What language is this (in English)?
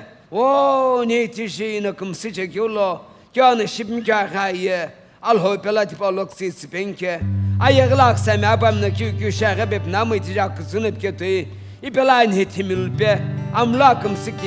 Sumi Naga